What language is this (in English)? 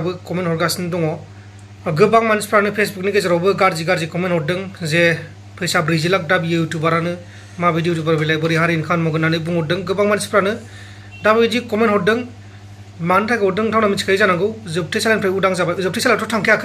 Bodo